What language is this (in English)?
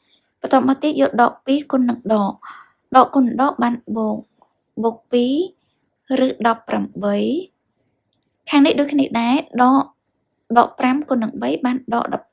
Khmer